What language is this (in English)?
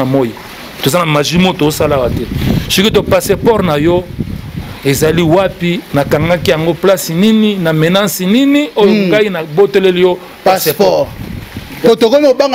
Lingala